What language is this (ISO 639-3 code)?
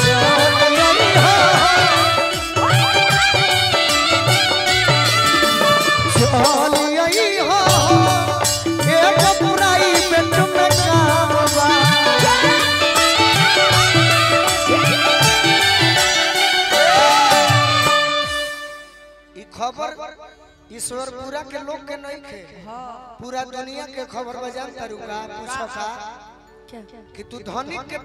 bho